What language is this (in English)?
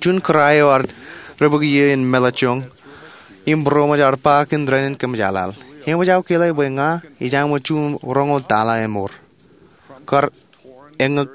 Marshallese